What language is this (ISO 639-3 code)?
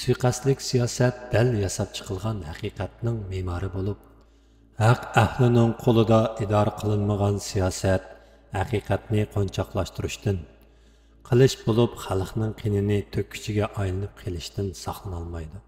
uig